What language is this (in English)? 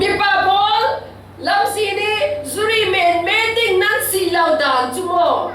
Falam Chin